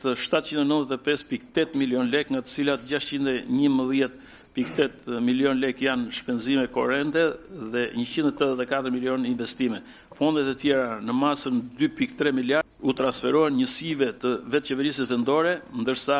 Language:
Albanian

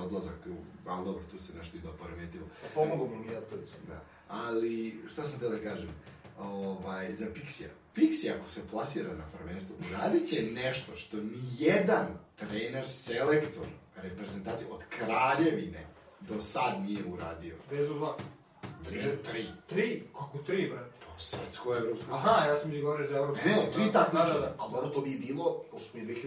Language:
Serbian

